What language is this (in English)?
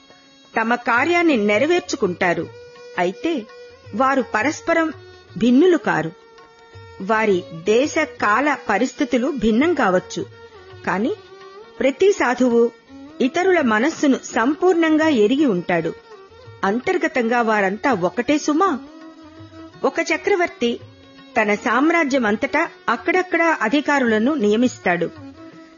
Telugu